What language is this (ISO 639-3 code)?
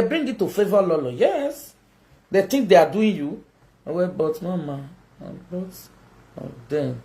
pcm